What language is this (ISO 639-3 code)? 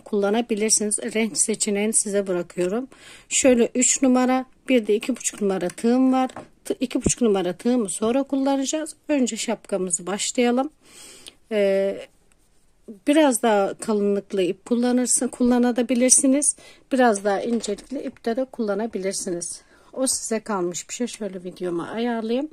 tur